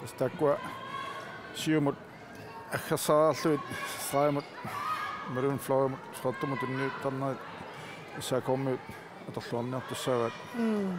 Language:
Kalaallisut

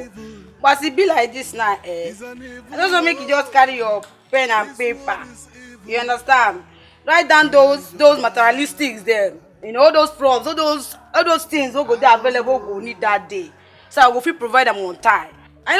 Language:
Nigerian Pidgin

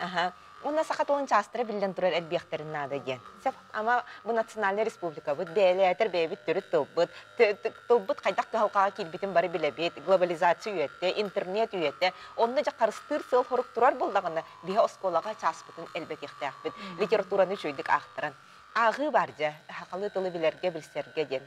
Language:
Yakut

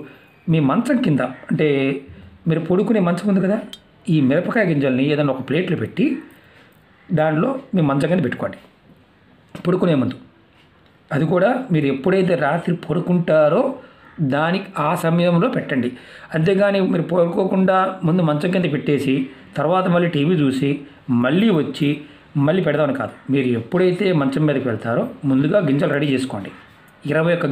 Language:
Telugu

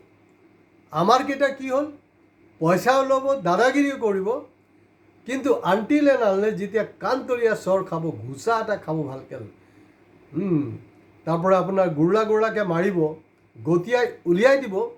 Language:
Assamese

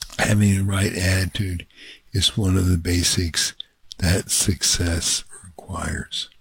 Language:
English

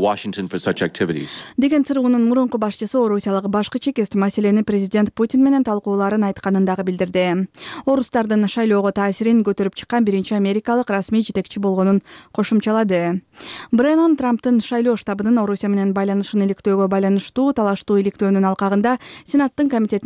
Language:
Kyrgyz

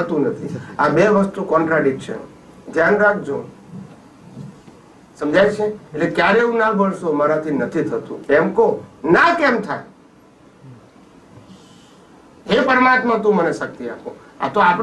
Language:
Gujarati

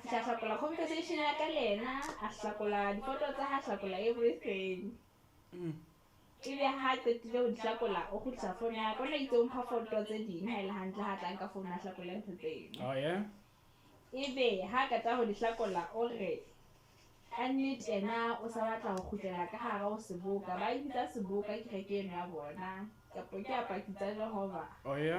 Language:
Southern Sotho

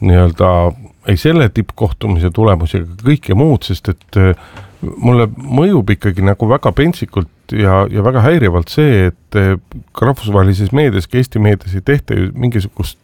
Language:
Estonian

